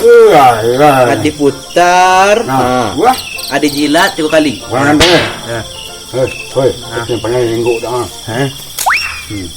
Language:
Minangkabau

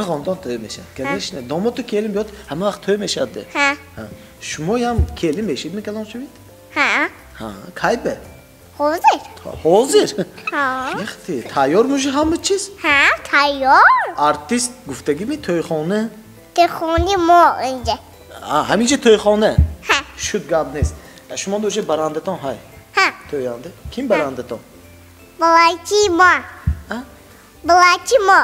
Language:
Tajik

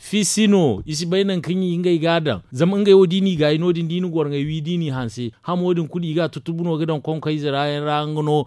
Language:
Zarma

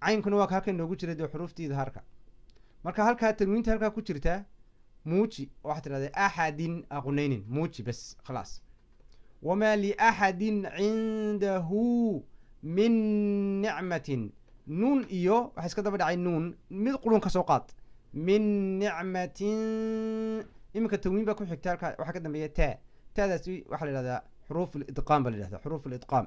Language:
Somali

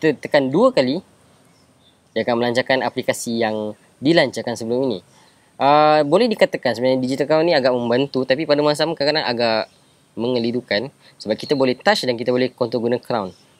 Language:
Malay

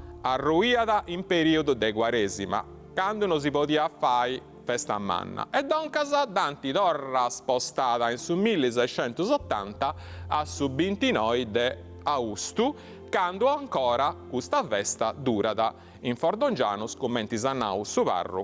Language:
Sardinian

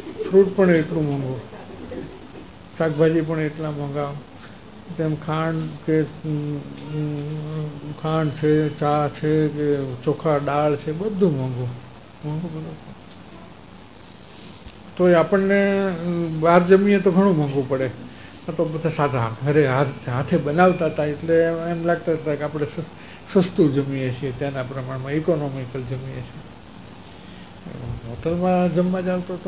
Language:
Gujarati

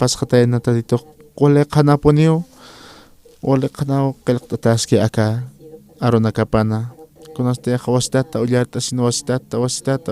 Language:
Aymara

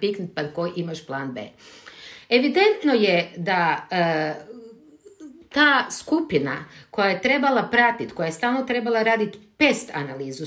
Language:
Croatian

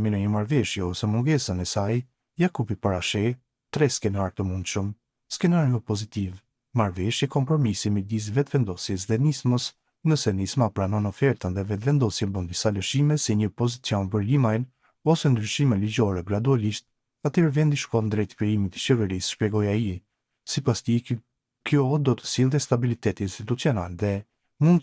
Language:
Albanian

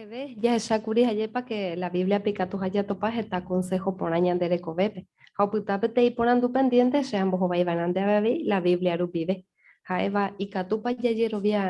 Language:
Guarani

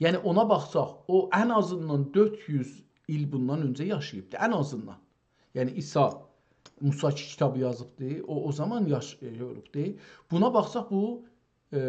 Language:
South Azerbaijani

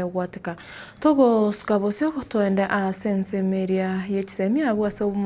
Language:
Gusii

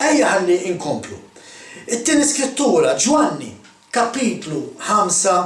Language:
Maltese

